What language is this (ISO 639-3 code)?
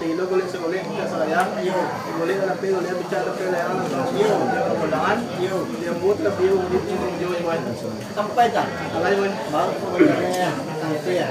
min